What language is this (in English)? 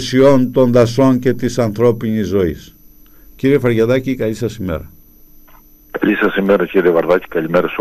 Greek